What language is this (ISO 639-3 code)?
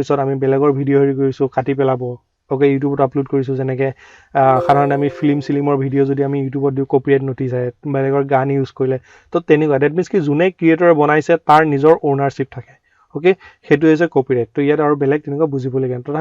asm